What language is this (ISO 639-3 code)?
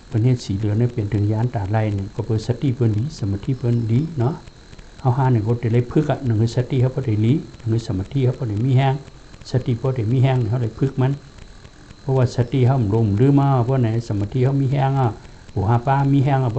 shn